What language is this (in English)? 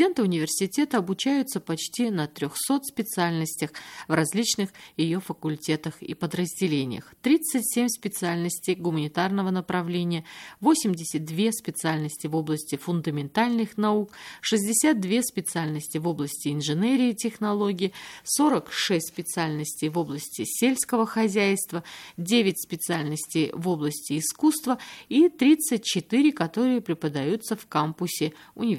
Russian